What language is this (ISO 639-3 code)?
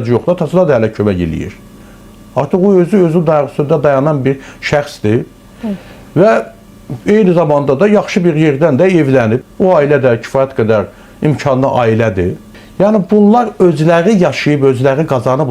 aze